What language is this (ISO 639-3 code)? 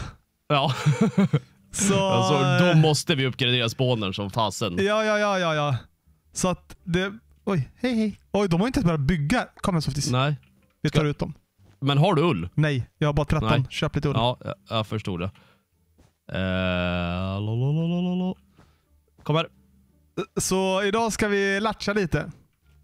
swe